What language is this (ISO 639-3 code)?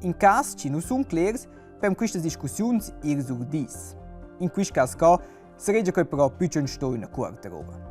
roh